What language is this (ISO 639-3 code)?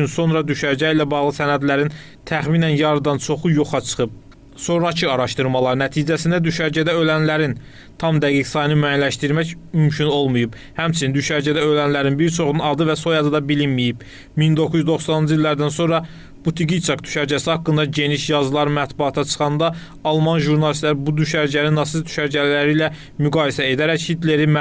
aze